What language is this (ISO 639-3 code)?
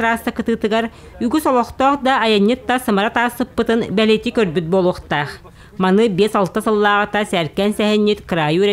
sah